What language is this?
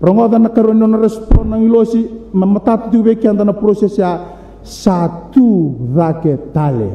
Fijian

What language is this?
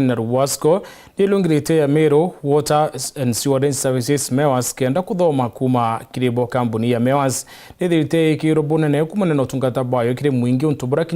Meru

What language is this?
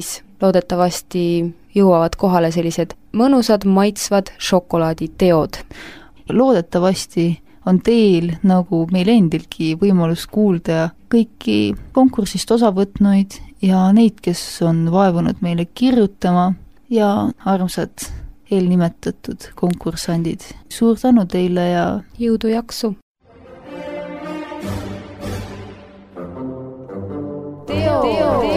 Estonian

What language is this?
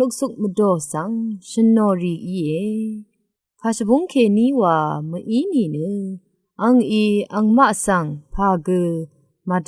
Rawang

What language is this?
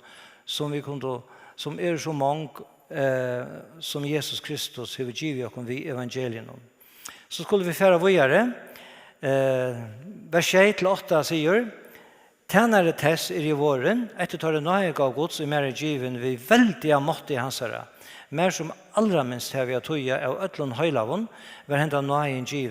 Faroese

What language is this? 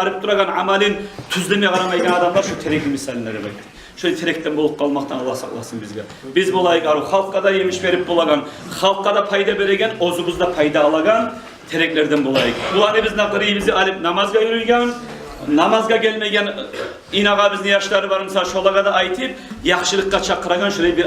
Kumyk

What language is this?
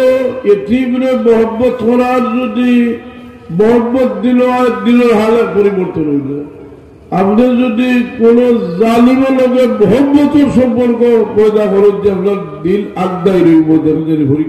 Sylheti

